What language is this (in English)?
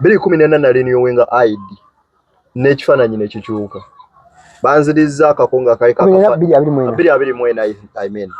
Ganda